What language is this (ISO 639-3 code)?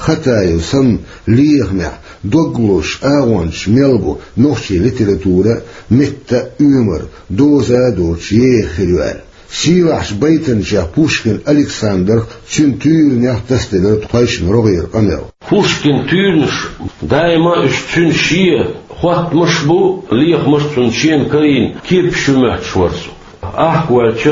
che